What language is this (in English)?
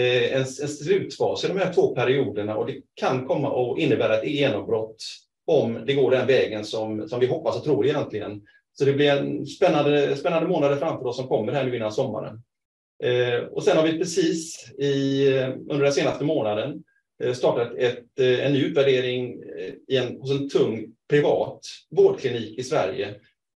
Swedish